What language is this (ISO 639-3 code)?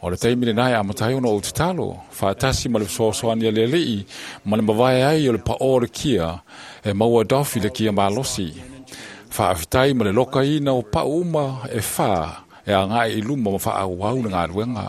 smo